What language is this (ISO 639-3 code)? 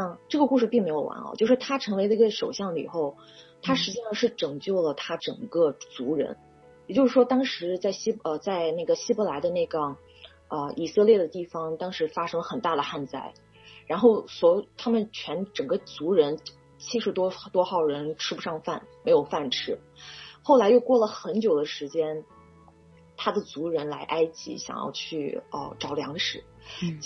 zho